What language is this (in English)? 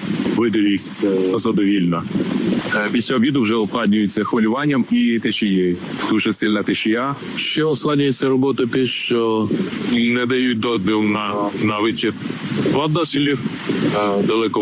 Ukrainian